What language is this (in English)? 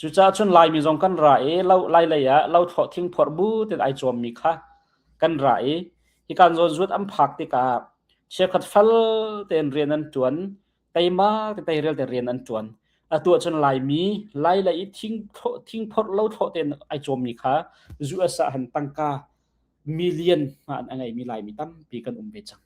Hakha Chin